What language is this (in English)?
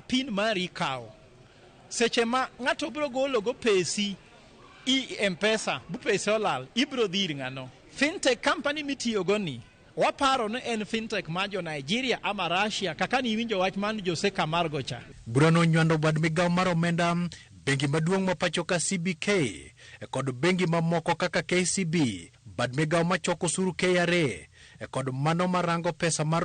Luo (Kenya and Tanzania)